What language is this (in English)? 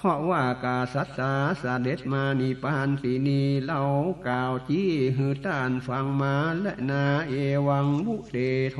Northern Thai